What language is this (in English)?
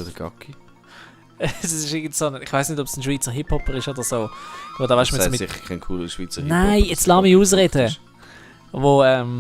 Swiss German